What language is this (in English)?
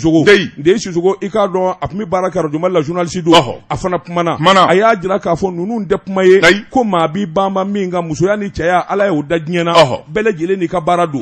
Bambara